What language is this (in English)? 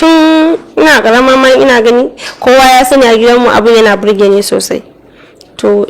Hausa